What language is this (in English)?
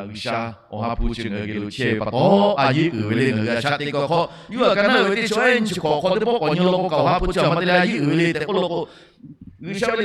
Lahu